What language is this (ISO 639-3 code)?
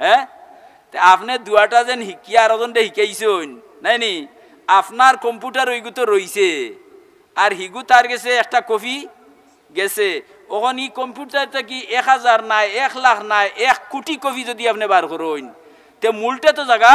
syl